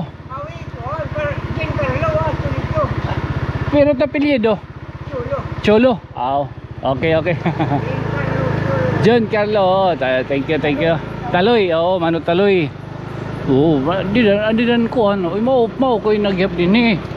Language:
Waray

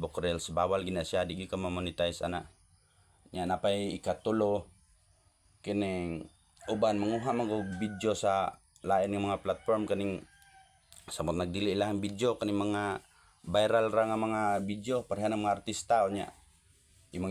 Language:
Cebuano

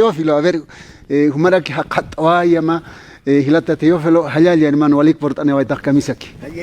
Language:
Aymara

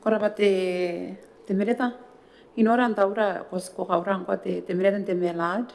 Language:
Gilbertese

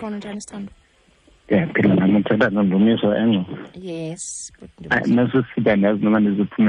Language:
Xhosa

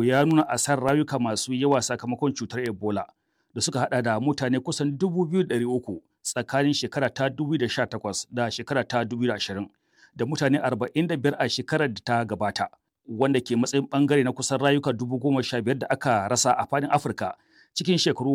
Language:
Hausa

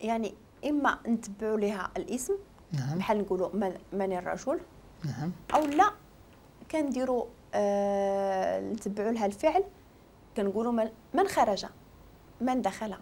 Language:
Moroccan Arabic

